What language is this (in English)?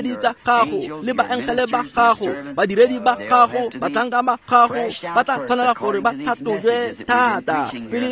Tswana